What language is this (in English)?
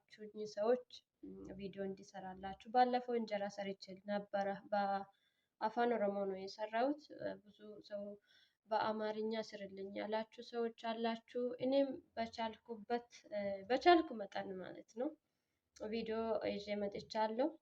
Amharic